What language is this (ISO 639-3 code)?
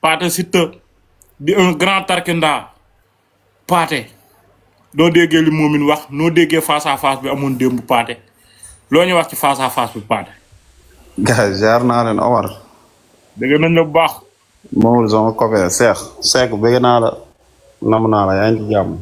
wol